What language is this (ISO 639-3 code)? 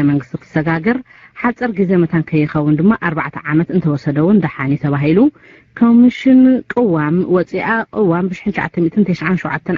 tir